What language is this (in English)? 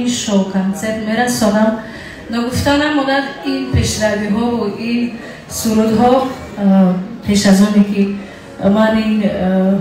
Tajik